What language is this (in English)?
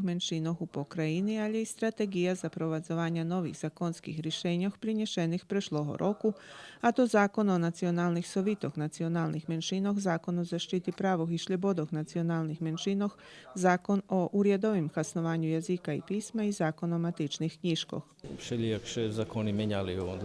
Rusyn